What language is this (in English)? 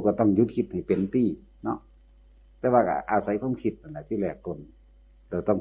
Northeastern Thai